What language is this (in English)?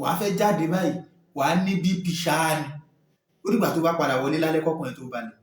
Yoruba